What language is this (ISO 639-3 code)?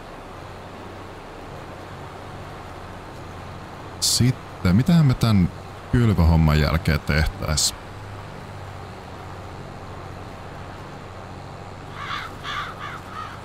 fin